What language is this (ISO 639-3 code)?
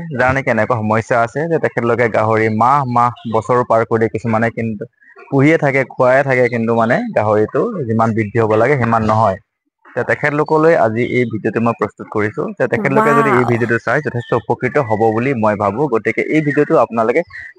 asm